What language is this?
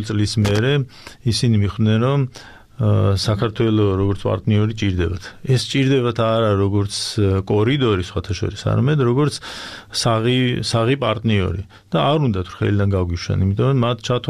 Georgian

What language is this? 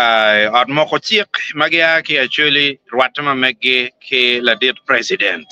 Acoli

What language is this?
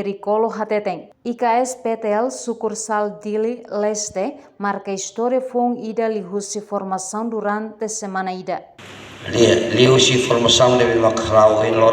Tetum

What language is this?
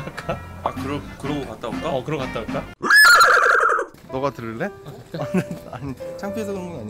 Korean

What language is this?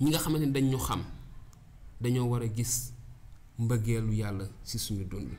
Wolof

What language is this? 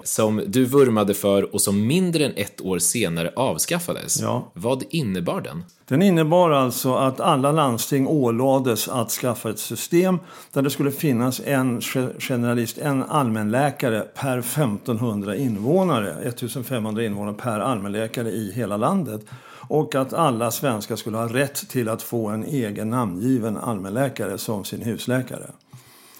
Swedish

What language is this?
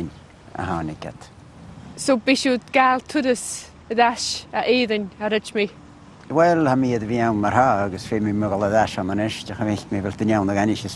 Scottish Gaelic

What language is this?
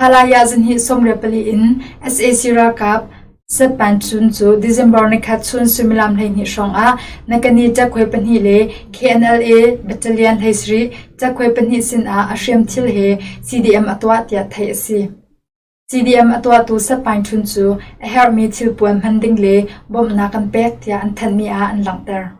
Hakha Chin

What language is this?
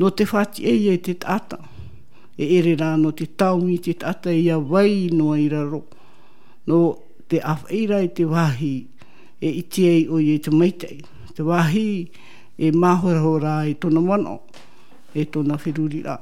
Tahitian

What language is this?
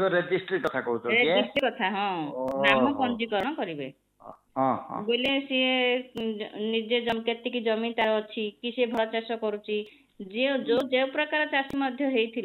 Odia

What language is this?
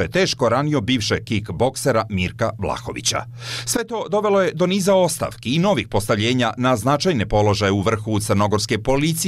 Serbian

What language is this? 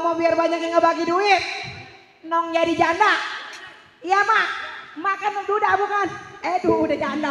Betawi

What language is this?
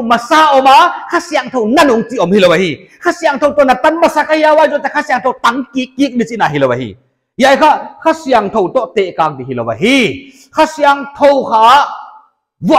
Paite Chin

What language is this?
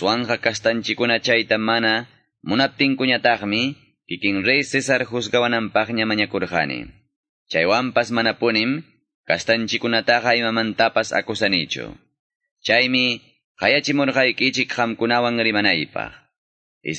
Ayacucho Quechua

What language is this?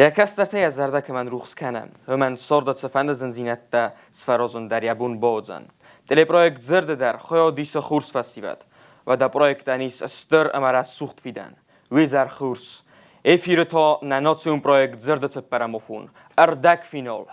Ossetic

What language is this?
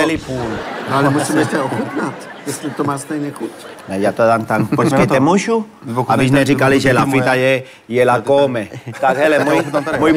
Czech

